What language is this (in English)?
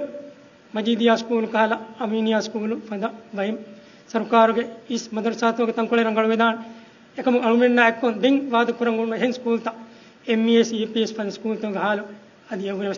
Divehi